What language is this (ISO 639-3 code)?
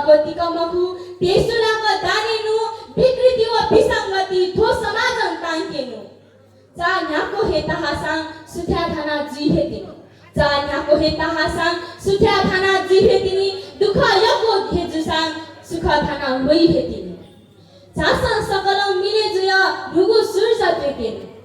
new